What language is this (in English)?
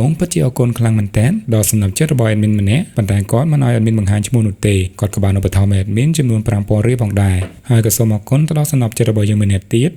Khmer